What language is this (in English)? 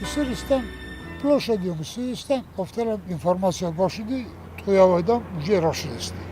Ossetic